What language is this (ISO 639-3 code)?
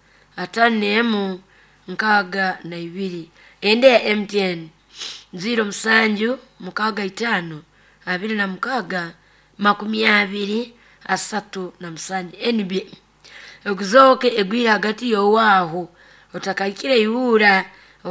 nyo